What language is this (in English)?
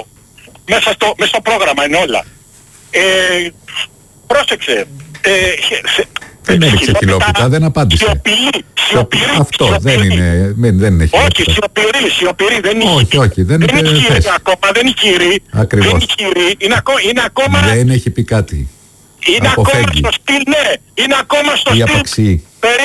Greek